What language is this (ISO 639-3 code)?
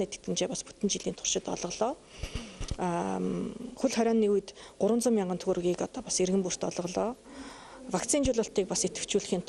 mon